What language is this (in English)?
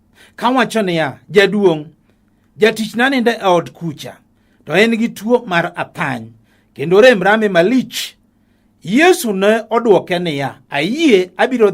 Luo (Kenya and Tanzania)